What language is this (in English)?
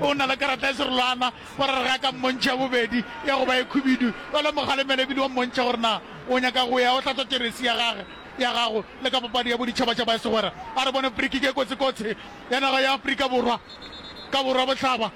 Northern Sotho